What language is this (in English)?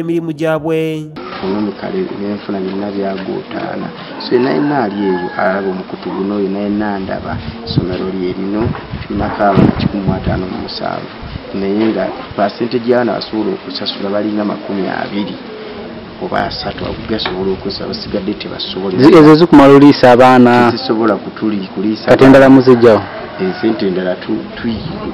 Ganda